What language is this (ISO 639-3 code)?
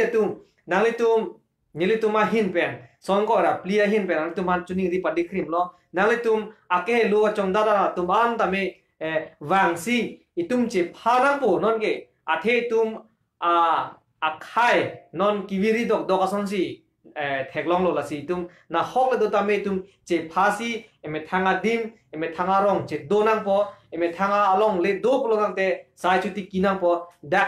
mjw